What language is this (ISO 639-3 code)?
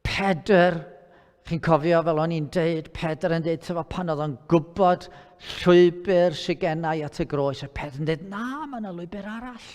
cym